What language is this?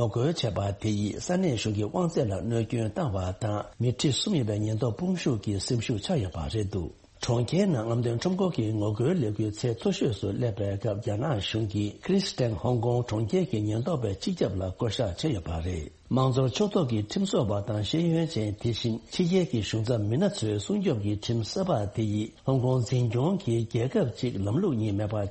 Tibetan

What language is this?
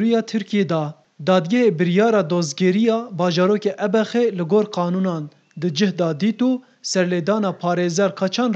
Kurdish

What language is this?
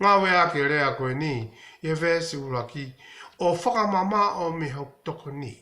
Tongan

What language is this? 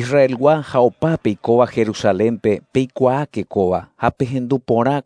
Guarani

